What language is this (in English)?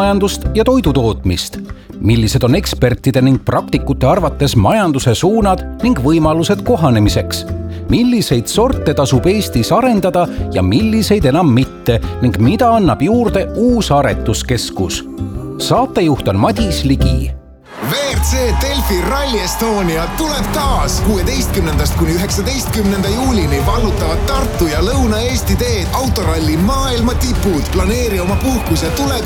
Estonian